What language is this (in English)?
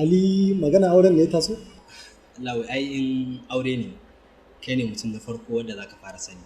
Hausa